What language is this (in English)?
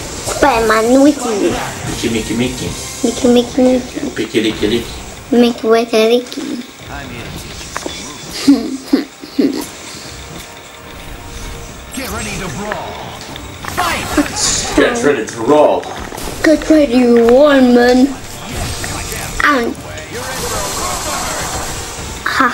Polish